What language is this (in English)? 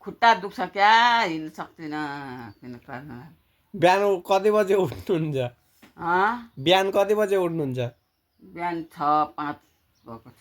Nepali